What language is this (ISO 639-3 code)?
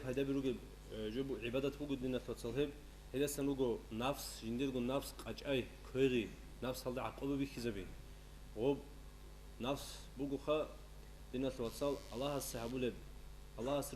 ava